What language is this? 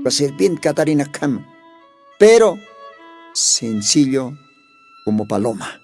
Aymara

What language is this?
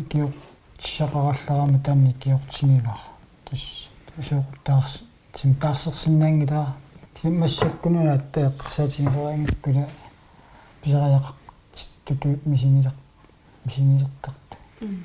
Kalaallisut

